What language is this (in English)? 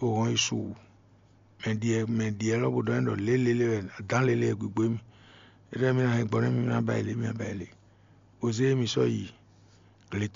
Fon